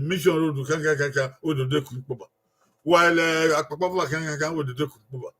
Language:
Bini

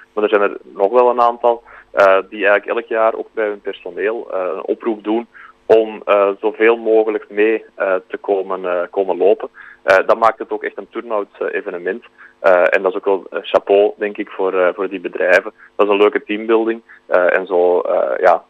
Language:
Dutch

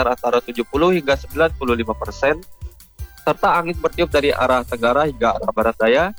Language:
Indonesian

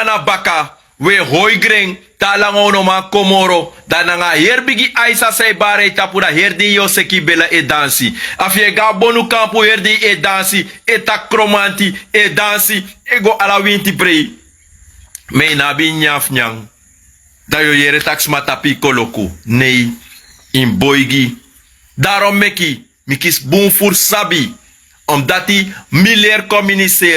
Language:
Sranan Tongo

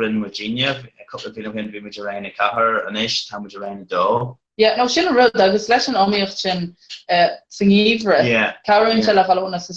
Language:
Irish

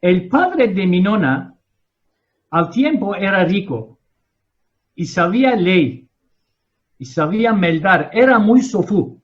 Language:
Ladino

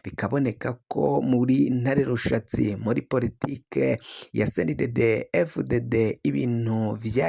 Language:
Rundi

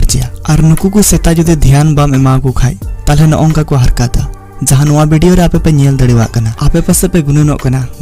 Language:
Santali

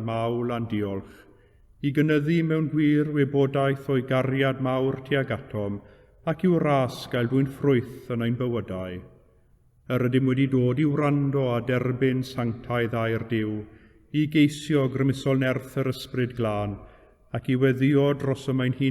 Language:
Welsh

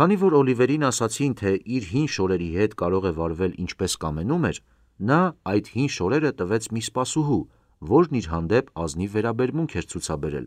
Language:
Armenian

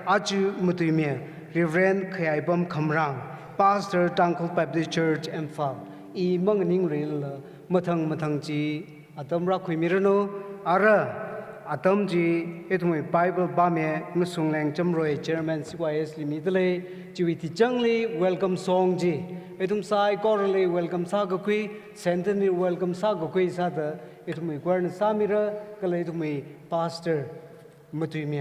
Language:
Tangkhul Naga (India)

